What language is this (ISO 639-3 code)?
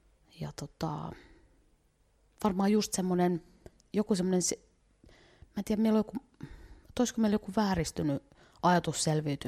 fin